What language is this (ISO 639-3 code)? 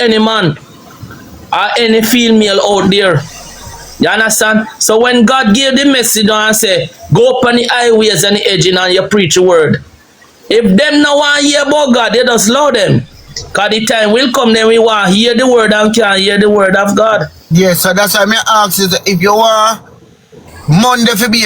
jam